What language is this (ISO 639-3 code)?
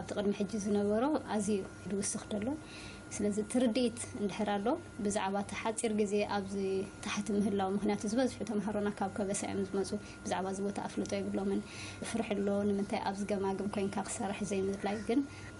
tir